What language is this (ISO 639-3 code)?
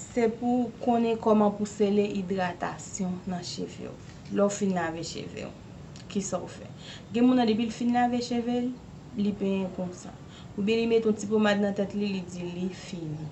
hat